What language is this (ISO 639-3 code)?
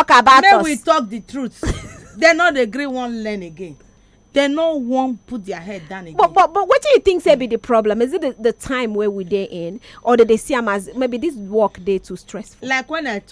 pcm